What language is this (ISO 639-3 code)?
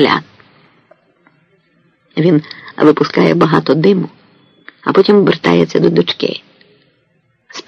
ukr